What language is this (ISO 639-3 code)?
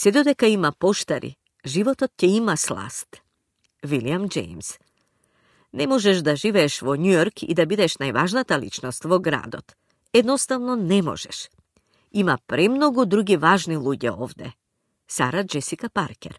mkd